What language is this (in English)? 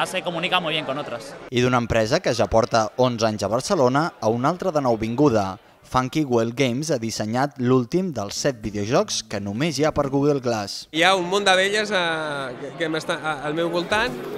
Catalan